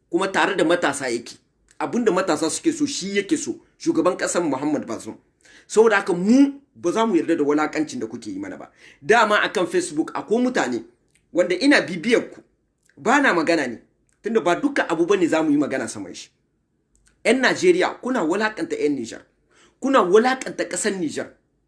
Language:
Hausa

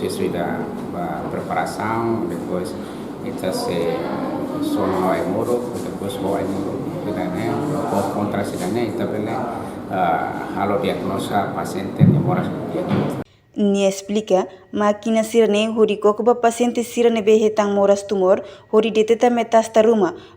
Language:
Tetum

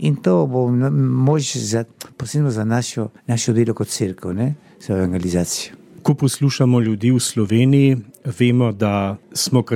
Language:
Slovenian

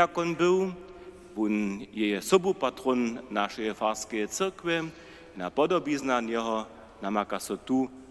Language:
Upper Sorbian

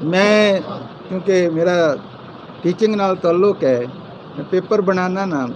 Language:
Saraiki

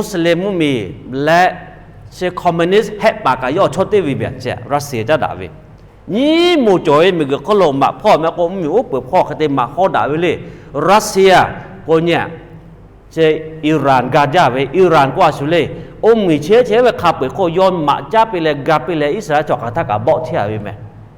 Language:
Lahu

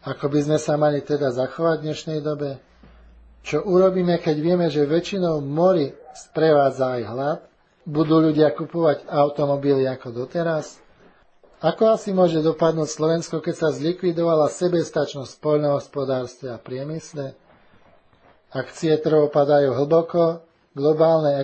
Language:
Slovak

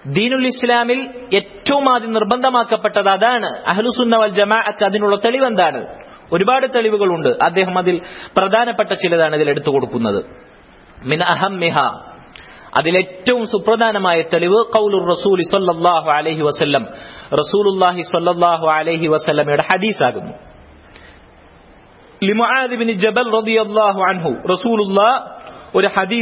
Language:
Malayalam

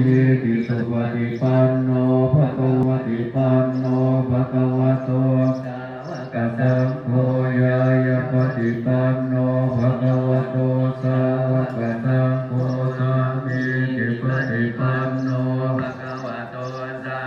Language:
Pali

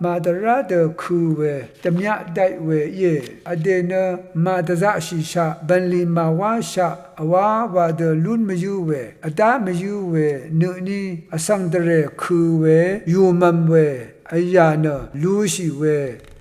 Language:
Rawang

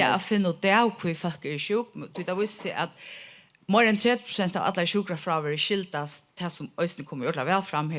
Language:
Faroese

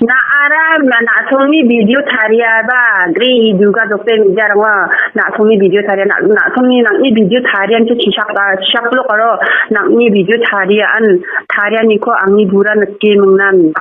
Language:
Garo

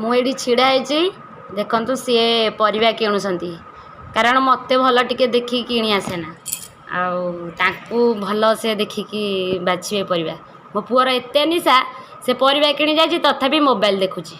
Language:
Odia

